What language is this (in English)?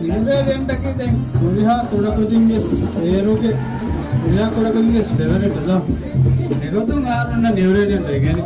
Divehi